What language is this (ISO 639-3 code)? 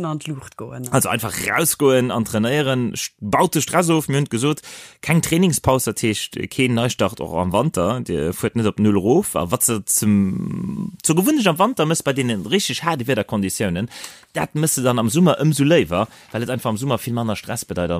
ltz